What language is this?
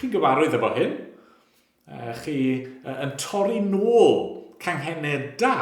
Welsh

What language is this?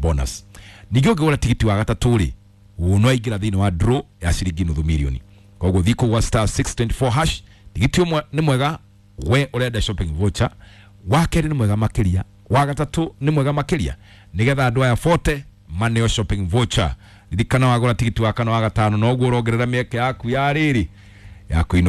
Kikuyu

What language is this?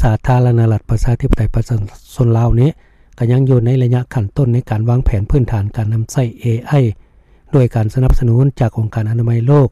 Lao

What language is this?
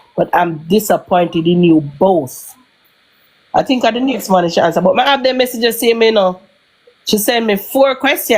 Jamaican Creole English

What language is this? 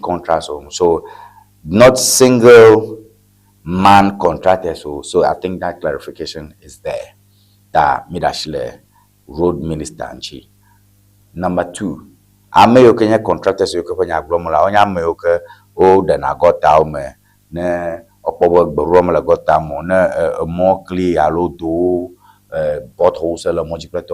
Ewe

